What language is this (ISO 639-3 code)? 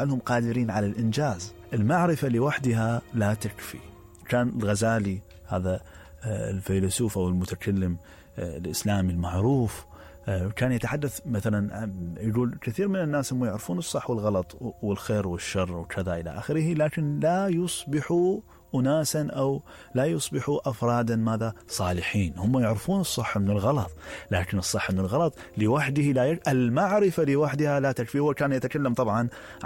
acm